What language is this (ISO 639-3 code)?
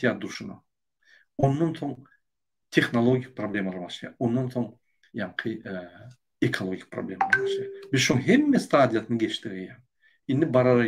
tuk